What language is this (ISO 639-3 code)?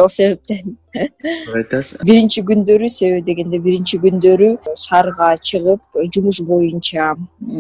kir